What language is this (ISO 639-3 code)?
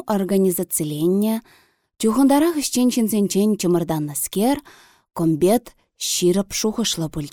chv